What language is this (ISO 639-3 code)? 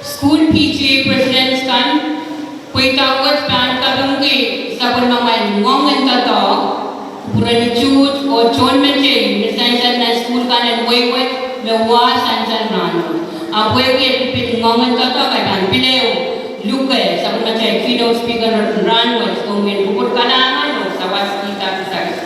pon